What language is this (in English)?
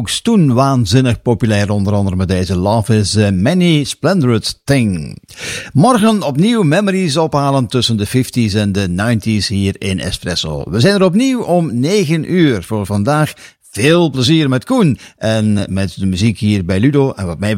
Dutch